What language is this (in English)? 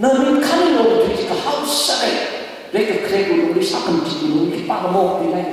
Tangkhul Naga (India)